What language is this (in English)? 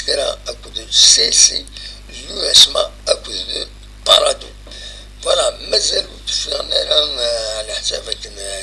Kabyle